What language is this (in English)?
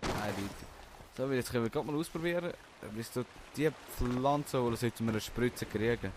Swiss German